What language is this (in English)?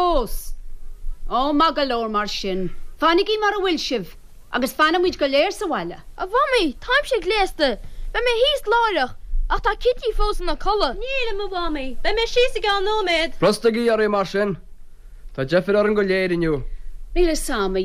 Irish